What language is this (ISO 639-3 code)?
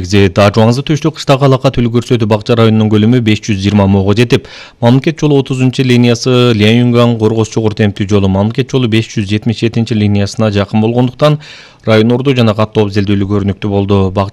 kir